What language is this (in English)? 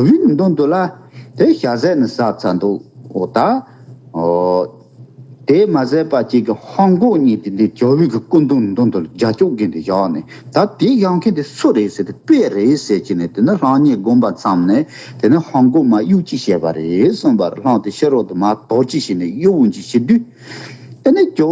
Tibetan